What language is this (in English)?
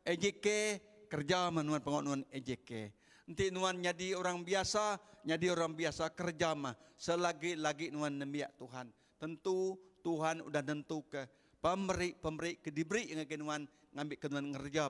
Iban